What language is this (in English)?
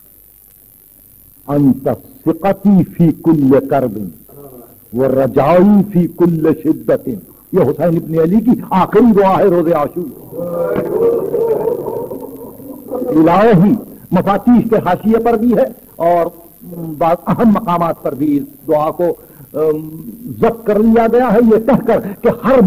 Urdu